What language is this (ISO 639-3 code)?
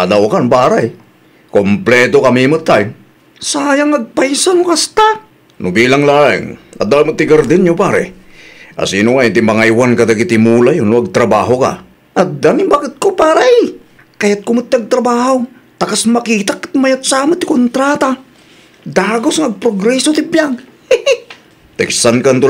ilo